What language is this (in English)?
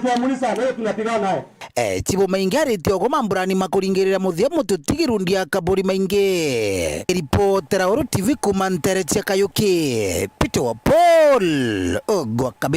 Meru